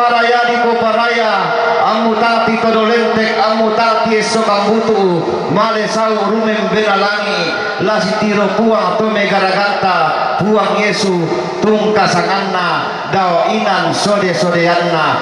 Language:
Toraja-Sa'dan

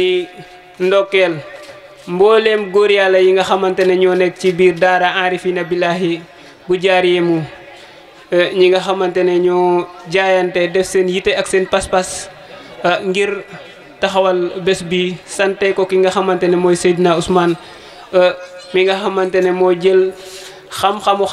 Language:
Wolof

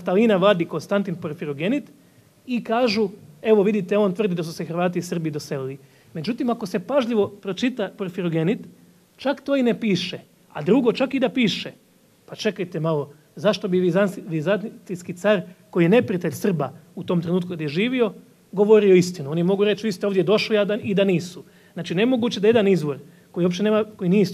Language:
Serbian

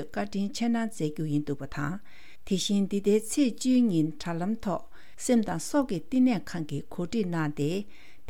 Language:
Tibetan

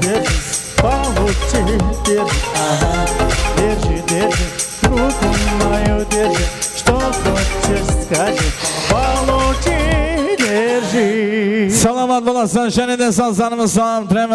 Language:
Kara-Kalpak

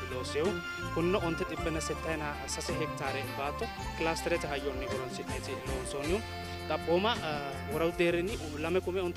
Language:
Sidamo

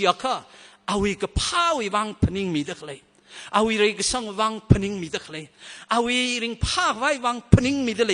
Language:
Tangkhul Naga (India)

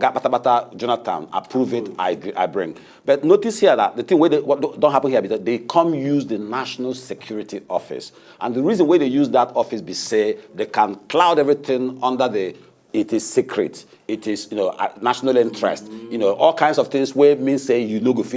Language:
Nigerian Pidgin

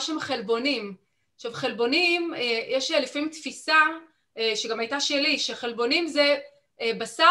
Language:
Hebrew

